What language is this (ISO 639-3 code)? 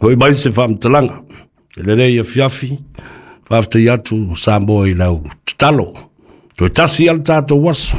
smo